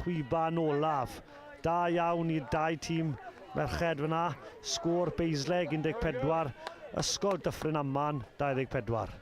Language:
Welsh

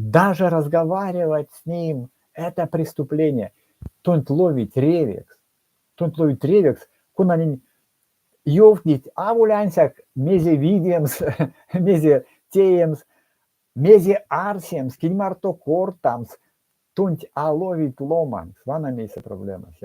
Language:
Erzya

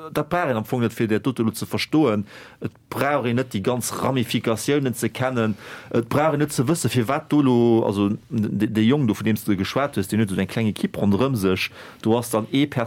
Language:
Luxembourgish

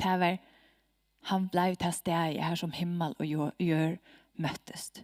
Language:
Faroese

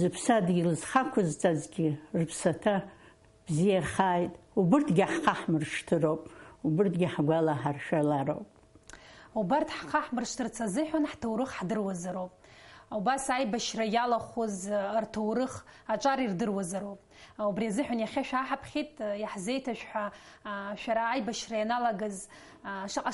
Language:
Abkhazian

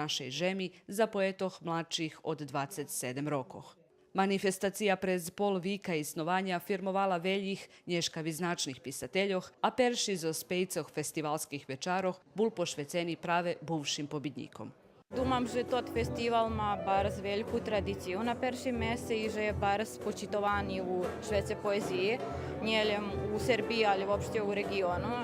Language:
Rusyn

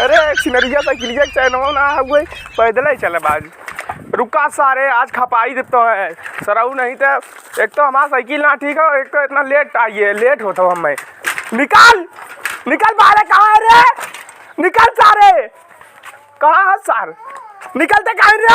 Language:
Awadhi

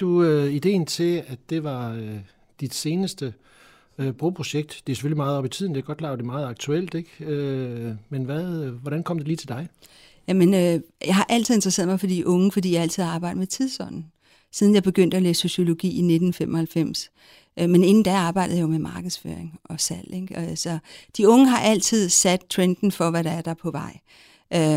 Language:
Danish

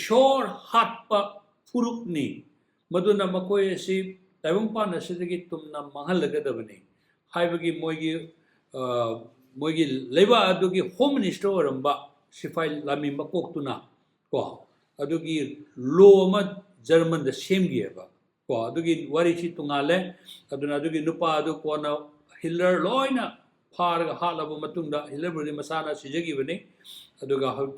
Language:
Manipuri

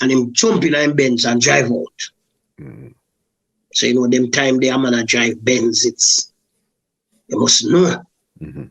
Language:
Jamaican Creole English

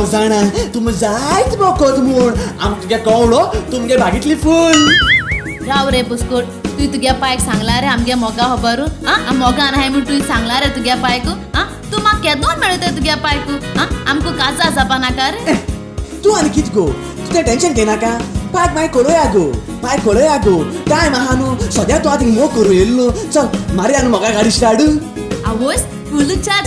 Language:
Konkani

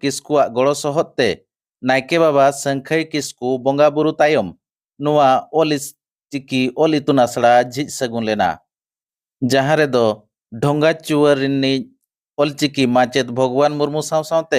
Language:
Santali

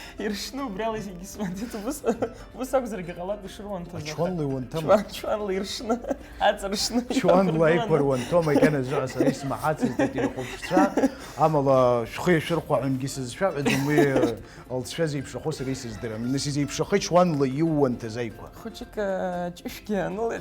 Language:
Abkhazian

